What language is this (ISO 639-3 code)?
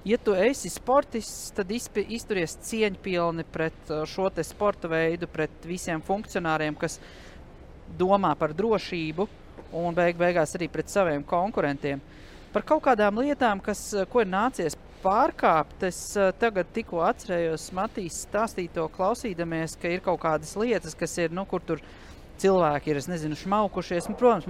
lav